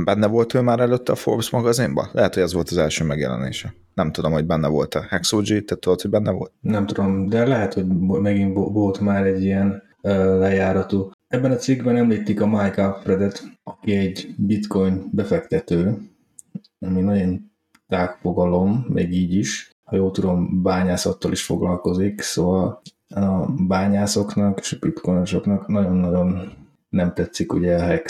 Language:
Hungarian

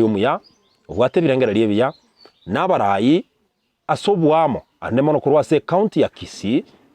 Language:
Gusii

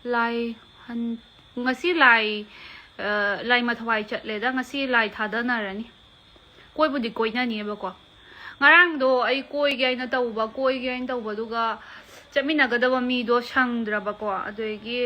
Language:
Manipuri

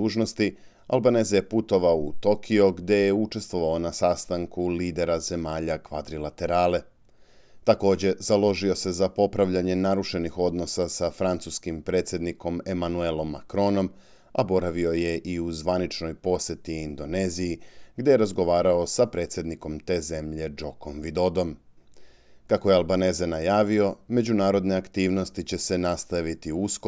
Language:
Serbian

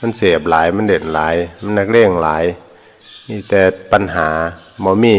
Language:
Northeastern Thai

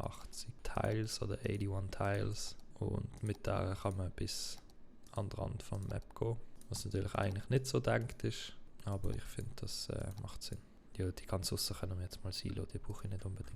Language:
Swiss German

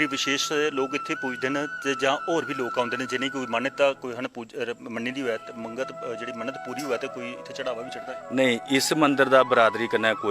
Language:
Dogri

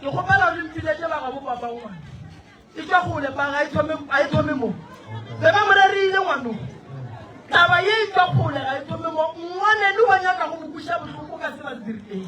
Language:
Northern Sotho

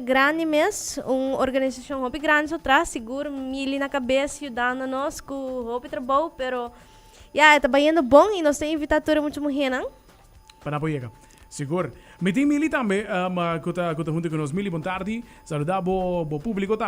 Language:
Papiamento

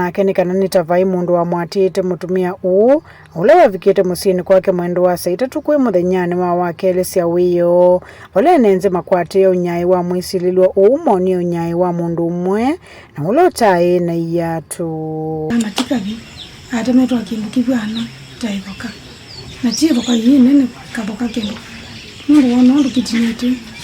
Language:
Kamba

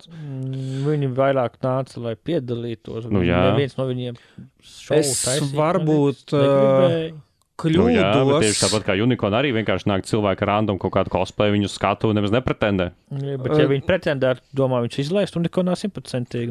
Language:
Latvian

